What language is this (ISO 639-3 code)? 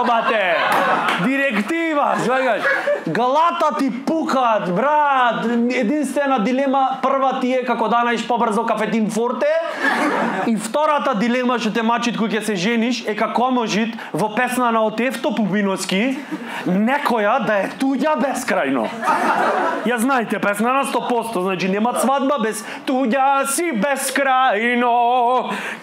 mkd